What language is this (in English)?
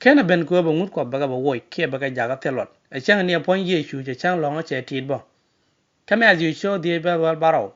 Nuer